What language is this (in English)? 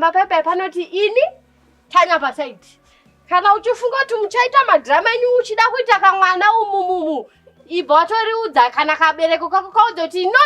Shona